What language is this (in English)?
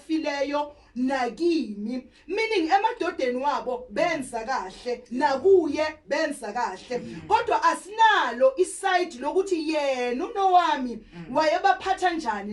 Zulu